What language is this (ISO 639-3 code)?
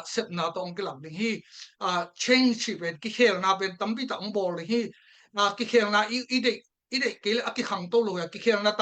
ctd